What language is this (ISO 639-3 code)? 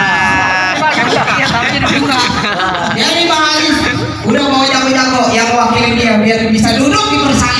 bew